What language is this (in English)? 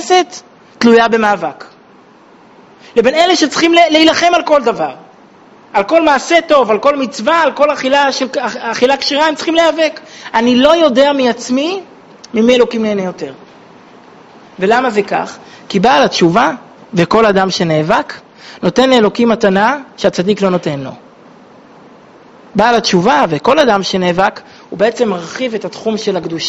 Hebrew